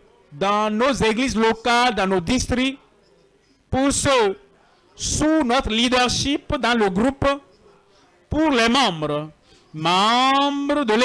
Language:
French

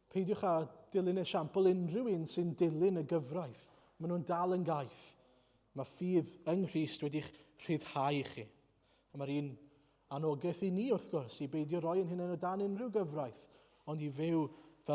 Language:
Welsh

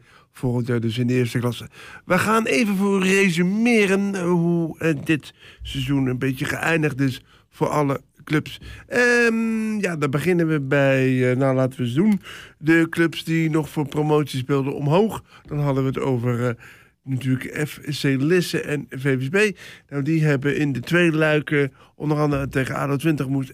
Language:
Dutch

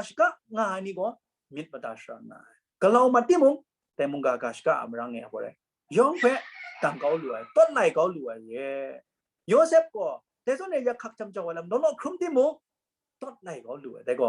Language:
Kachin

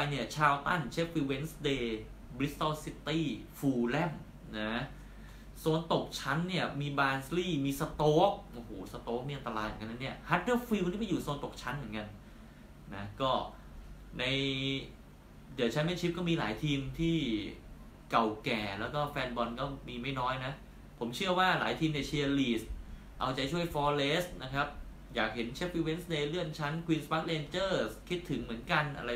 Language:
Thai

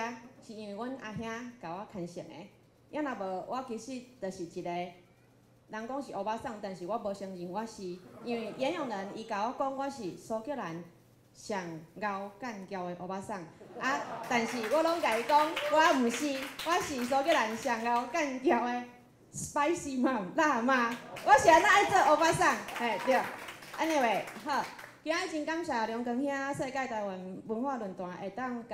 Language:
Min Nan Chinese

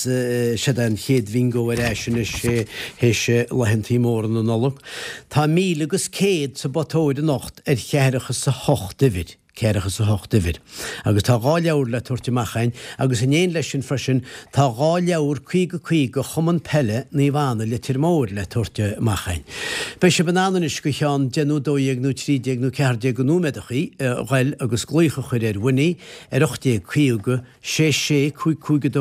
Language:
Irish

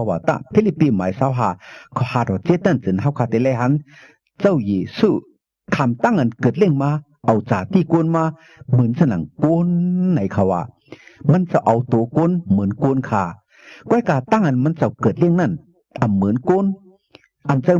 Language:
Shan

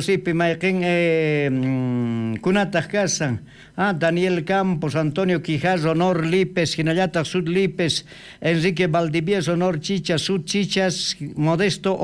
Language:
South Bolivian Quechua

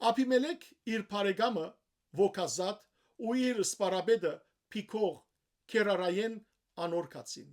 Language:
Western Armenian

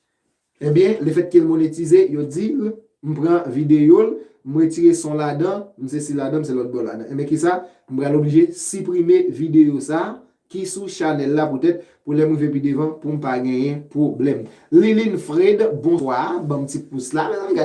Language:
Haitian Creole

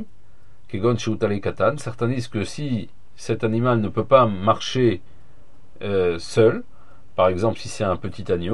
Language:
French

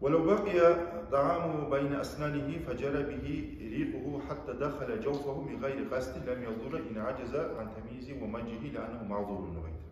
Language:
Kumyk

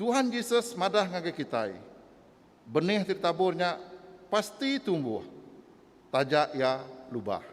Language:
Iban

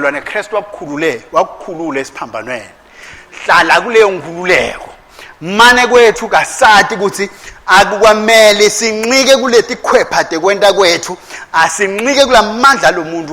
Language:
Swati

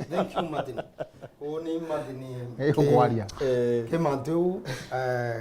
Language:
Meru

